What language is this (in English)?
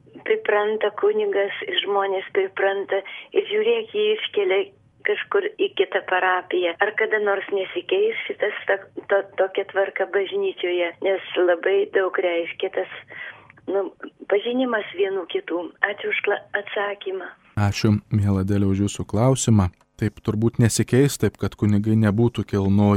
Lithuanian